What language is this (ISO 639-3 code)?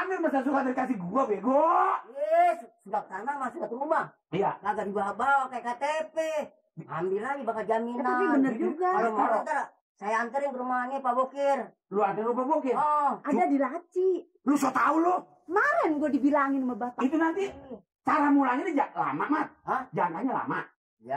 bew